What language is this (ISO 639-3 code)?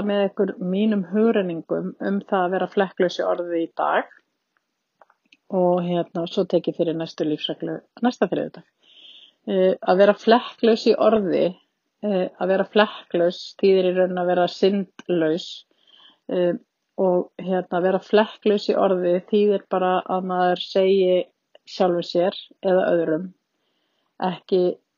isl